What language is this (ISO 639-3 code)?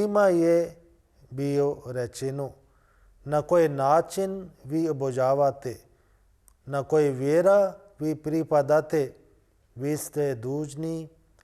bos